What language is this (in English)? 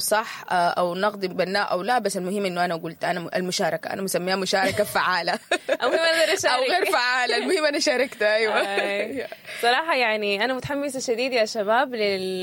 Sudanese Arabic